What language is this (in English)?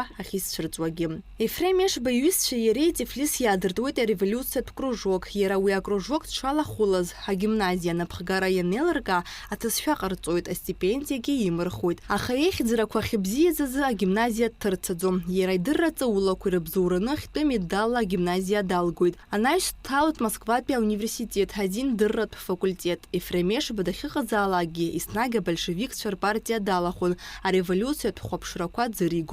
Abkhazian